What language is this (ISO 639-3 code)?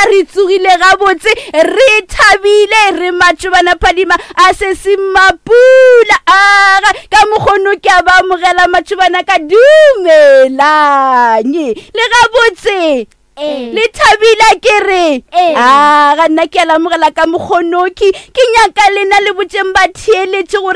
nso